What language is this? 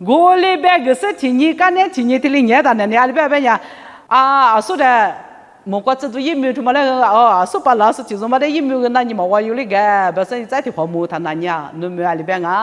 Lisu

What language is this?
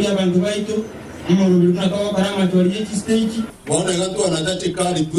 Gusii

